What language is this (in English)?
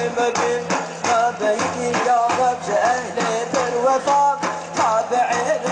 Kurdish